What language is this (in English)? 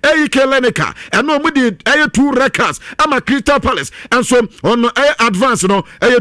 Akan